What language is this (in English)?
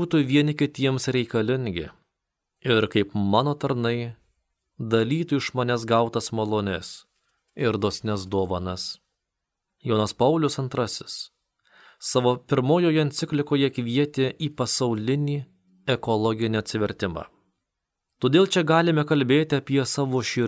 Lithuanian